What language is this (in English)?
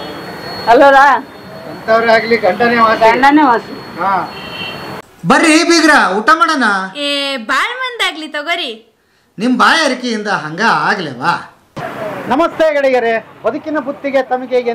Kannada